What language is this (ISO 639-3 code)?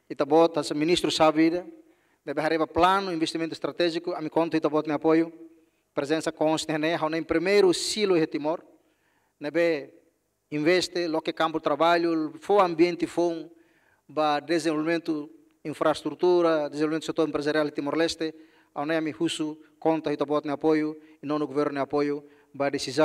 tet